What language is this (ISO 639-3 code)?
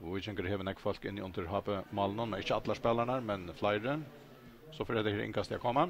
fao